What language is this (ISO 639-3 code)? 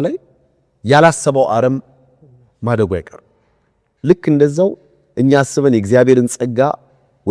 amh